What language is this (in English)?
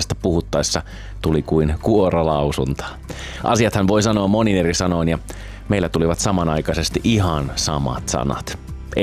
Finnish